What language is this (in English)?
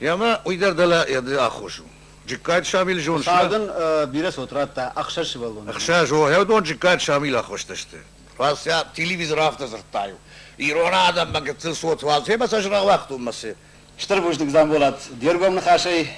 Ossetic